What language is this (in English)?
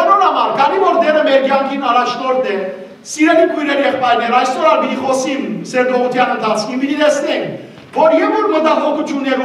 Western Armenian